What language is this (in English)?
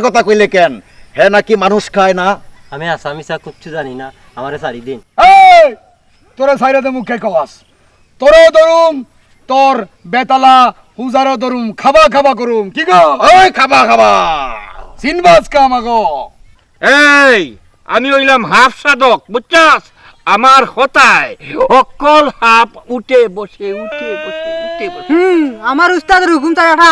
Sylheti